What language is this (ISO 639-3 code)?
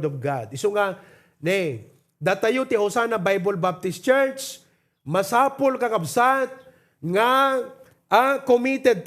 ilo